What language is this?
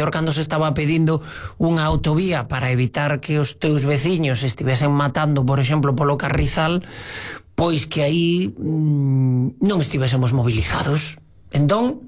Galician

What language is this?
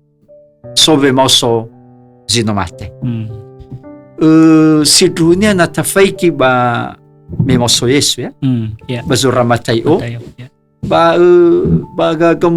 Nias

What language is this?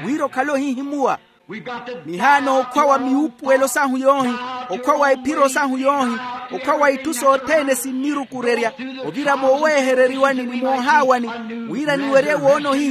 Makhuwa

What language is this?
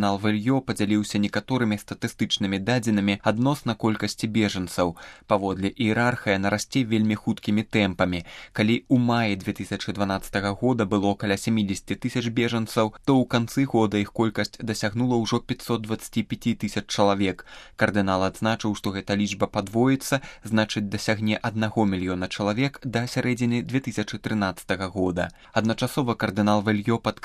Belarusian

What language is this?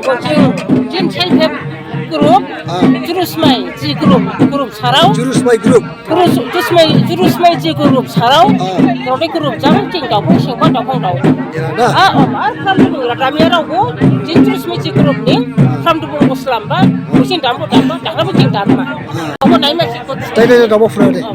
Dimasa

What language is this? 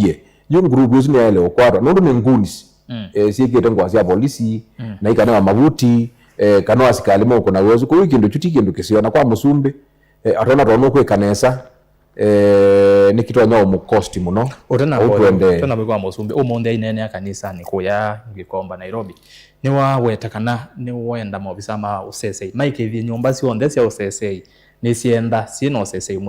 Kamba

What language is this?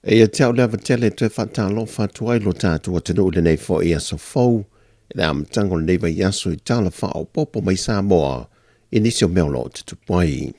Samoan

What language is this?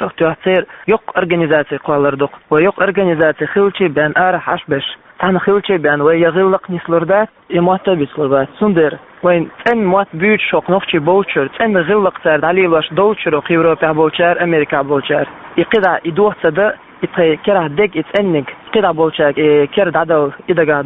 Chechen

